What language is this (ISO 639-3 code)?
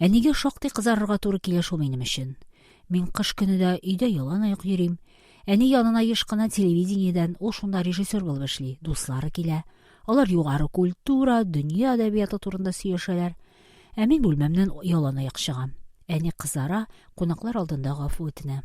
tat